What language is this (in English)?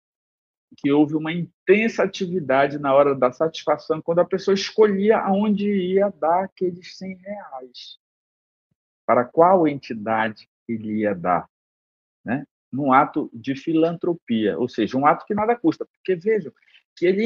Portuguese